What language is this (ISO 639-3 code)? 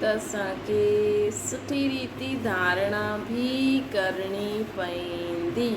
snd